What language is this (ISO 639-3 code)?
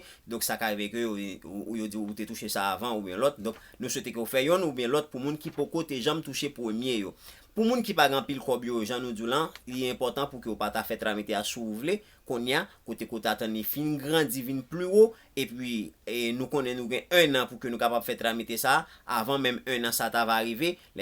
hat